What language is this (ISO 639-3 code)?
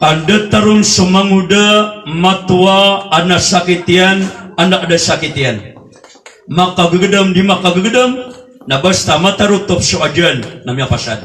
mrw